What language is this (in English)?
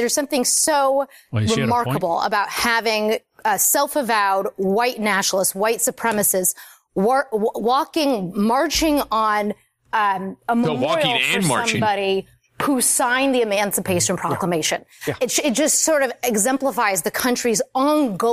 English